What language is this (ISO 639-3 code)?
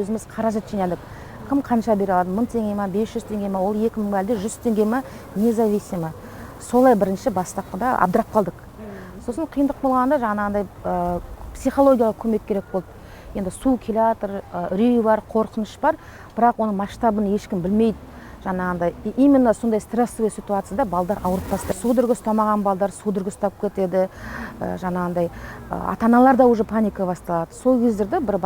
kaz